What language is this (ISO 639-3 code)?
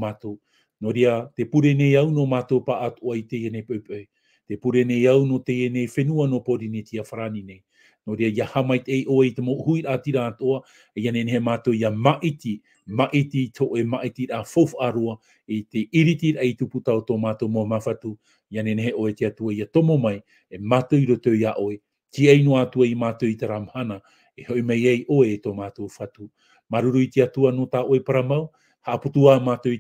tah